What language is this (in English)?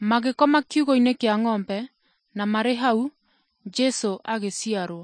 Kikuyu